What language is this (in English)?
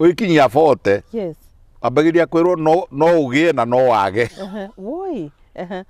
Kikuyu